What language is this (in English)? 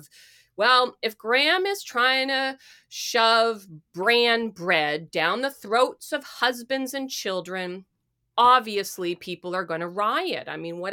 English